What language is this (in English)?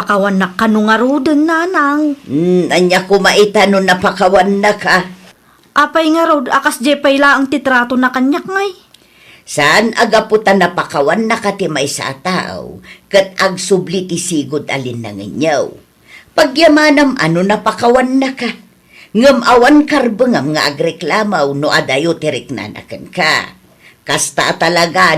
Iloko